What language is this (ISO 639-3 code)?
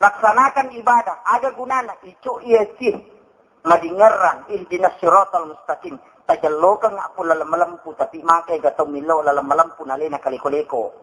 bug